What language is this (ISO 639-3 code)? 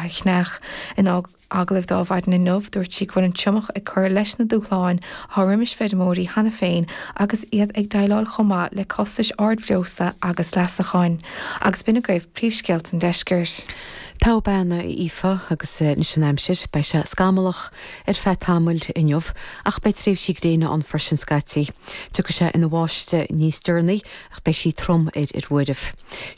gle